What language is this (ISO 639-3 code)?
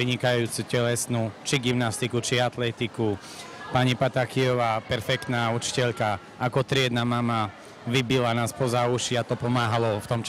slk